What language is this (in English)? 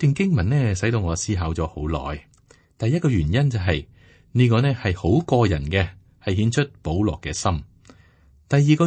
Cantonese